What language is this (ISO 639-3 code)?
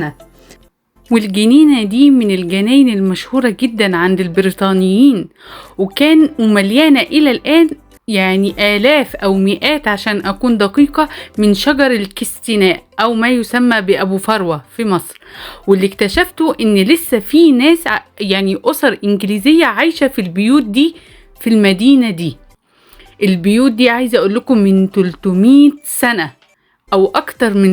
arz